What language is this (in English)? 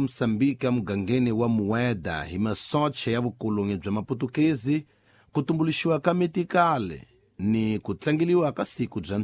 Tsonga